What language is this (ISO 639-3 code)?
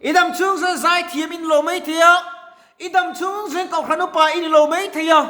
lus